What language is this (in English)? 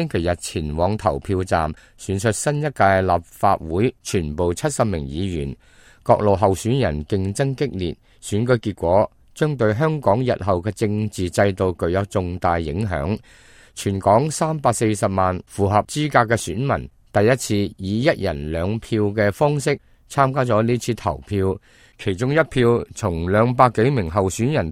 Cantonese